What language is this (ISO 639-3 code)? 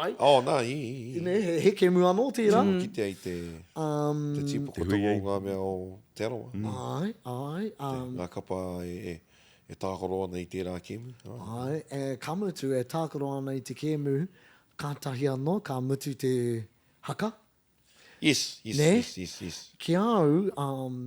mri